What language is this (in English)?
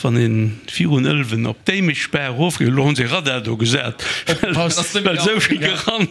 Luxembourgish